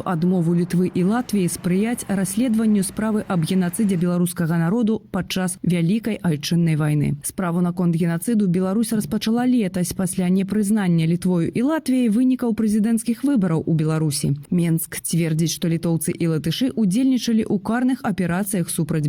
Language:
Belarusian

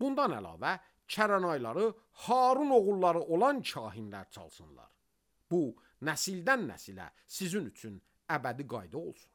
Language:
Azerbaijani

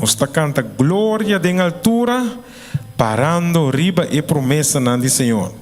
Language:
Papiamento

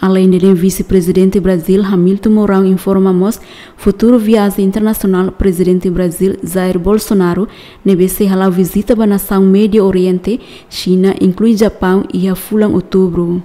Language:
Tetum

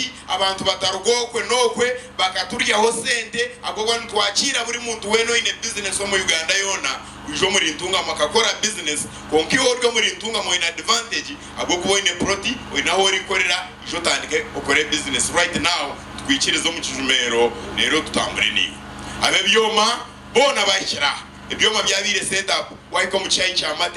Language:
Nyankole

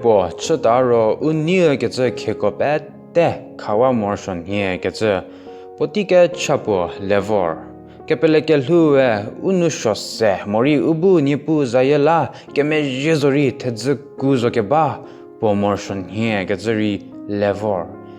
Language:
Angami Naga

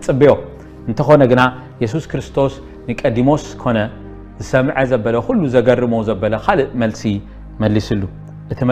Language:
Tigrinya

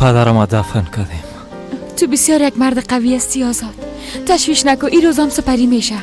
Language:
Persian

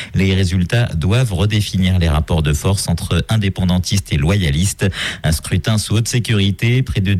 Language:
French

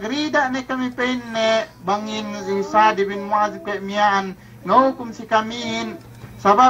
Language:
Yakan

